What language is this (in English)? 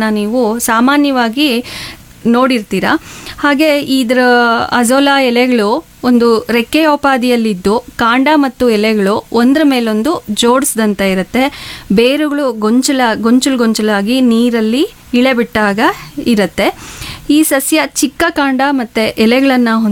Kannada